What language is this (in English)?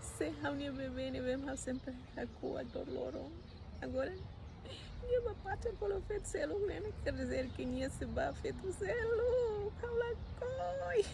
Tetum